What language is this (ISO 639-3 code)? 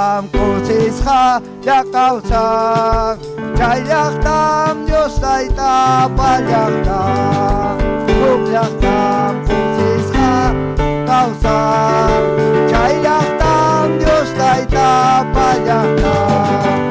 quy